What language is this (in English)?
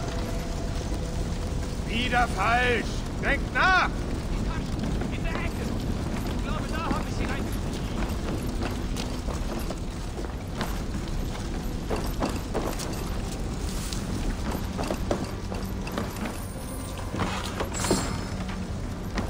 German